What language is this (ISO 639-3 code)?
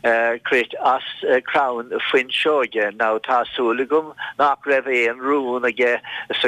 gle